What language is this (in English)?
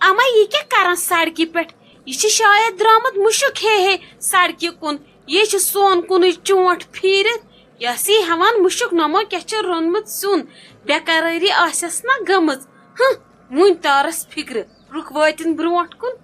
Kashmiri